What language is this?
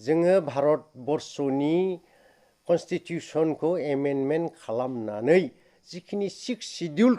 Bodo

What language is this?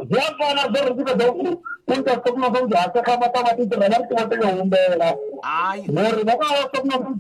Venda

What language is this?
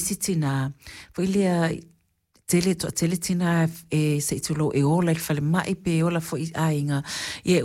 Samoan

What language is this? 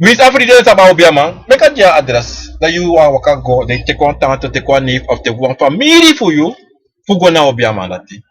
Sranan Tongo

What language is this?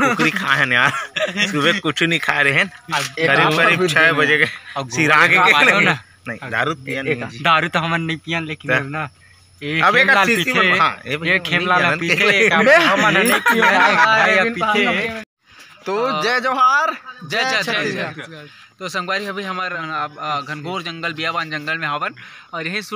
Chhattisgarhi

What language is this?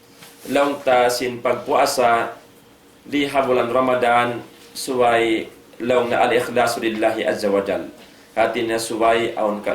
Tausug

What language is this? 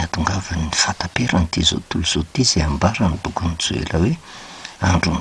Malagasy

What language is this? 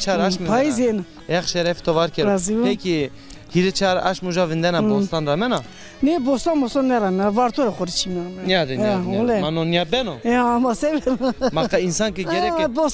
Zaza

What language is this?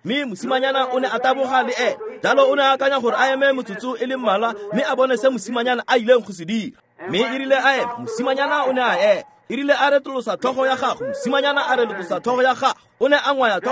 Tswana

